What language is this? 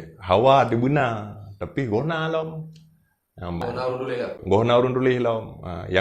Achinese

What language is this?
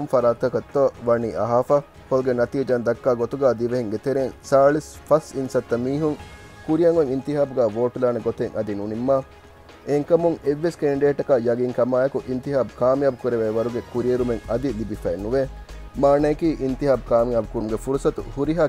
Divehi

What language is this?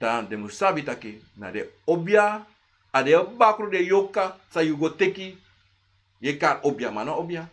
Sranan Tongo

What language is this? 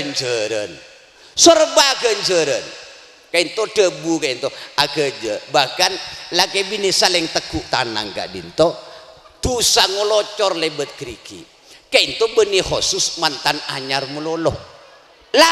Madurese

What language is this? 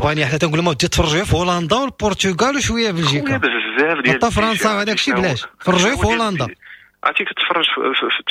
Moroccan Arabic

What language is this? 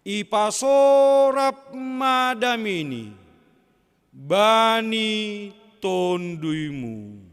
Batak Simalungun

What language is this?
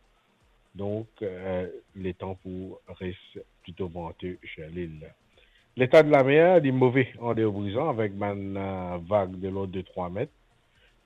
Morisyen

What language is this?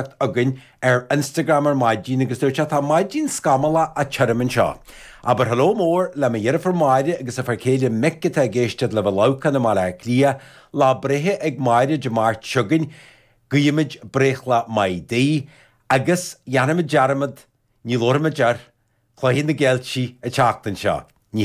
Irish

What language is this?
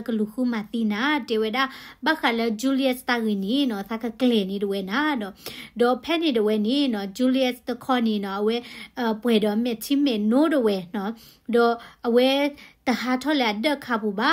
S'gaw Karen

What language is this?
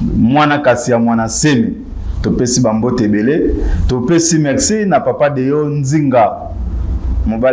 Lingala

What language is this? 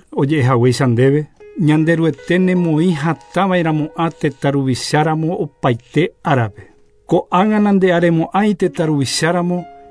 Guarani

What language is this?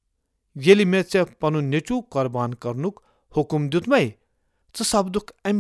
Kashmiri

